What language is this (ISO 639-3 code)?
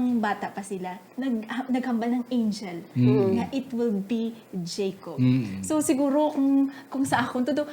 hil